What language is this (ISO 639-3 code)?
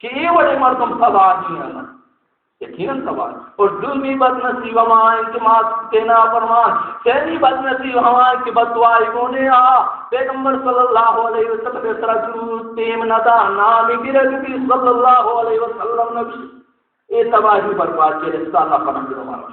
bal